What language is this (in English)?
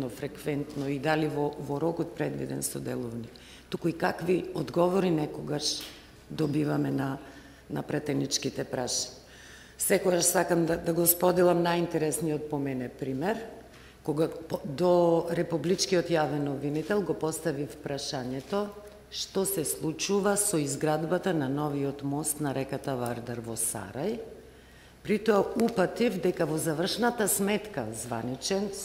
Macedonian